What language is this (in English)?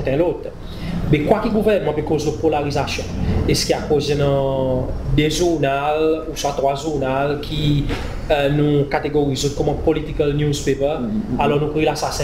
Seselwa Creole French